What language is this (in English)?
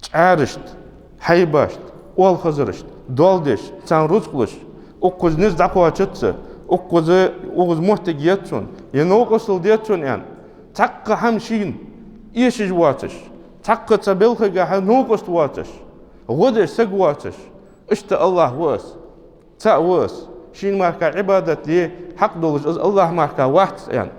Ingush